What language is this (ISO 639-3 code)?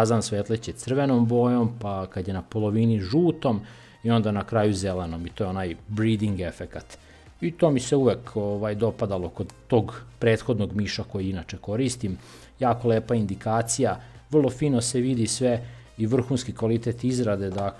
srp